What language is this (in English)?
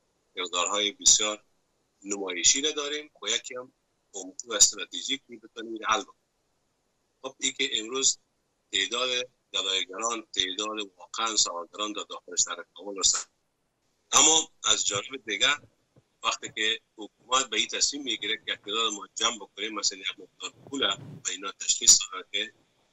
Persian